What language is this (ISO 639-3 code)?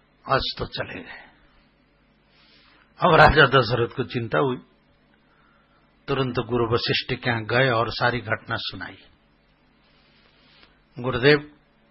hin